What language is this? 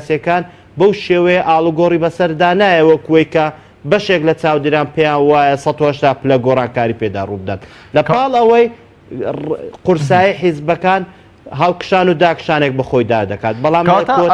Central Kurdish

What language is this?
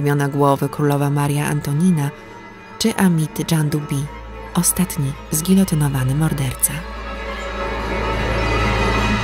Polish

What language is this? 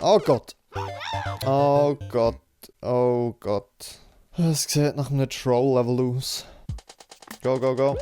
Swiss German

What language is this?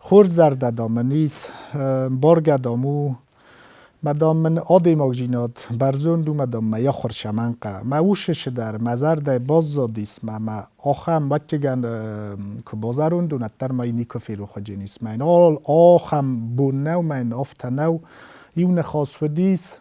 Ossetic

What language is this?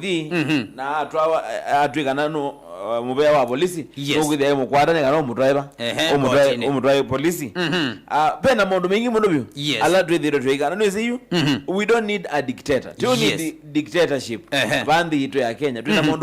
Kamba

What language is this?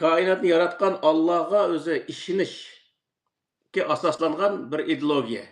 Uyghur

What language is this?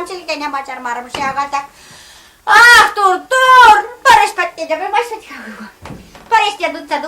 Chuvash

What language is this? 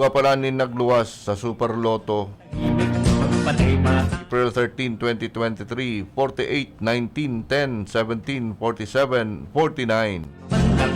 Bikol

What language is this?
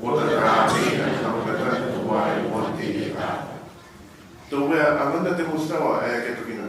Gilbertese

